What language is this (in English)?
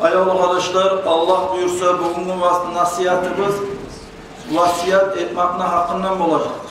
Kumyk